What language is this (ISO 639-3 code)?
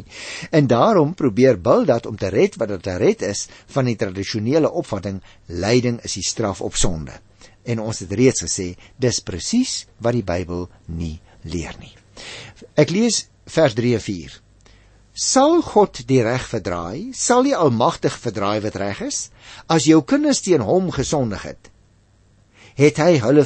afr